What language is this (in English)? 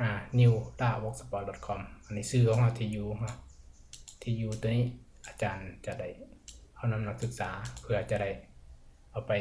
Lao